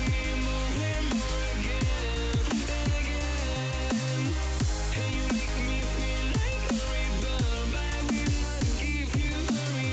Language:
English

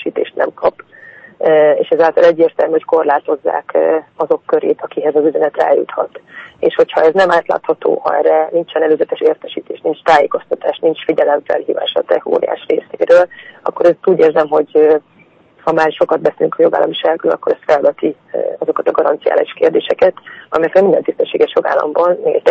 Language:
Hungarian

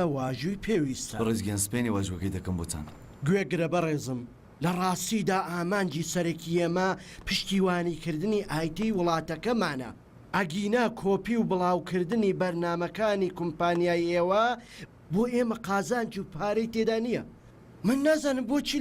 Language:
Central Kurdish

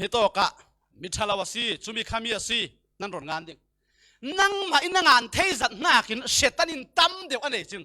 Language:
Falam Chin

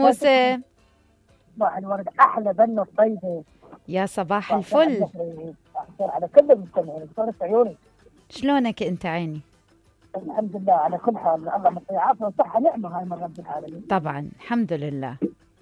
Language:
Mesopotamian Arabic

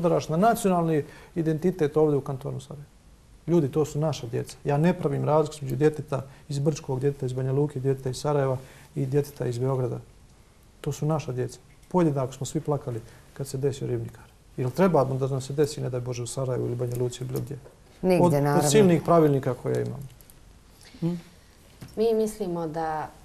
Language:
Bosnian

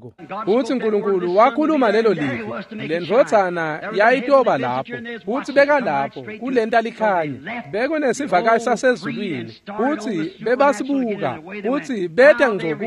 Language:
Swati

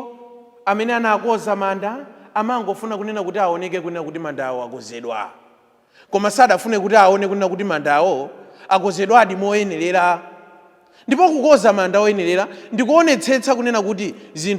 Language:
Nyanja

